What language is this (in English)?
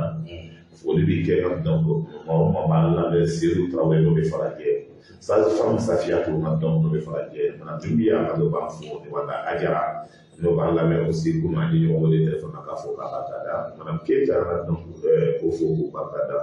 Bambara